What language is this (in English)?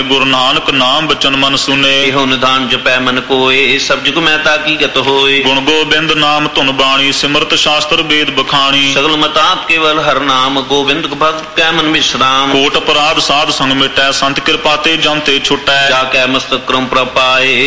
Punjabi